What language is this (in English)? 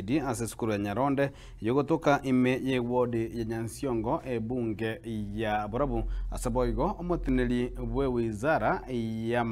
Gusii